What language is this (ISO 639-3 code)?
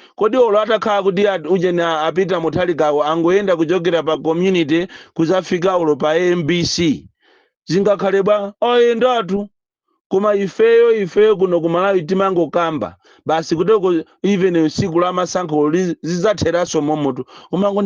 nya